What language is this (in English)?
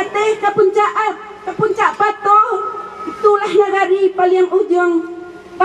Minangkabau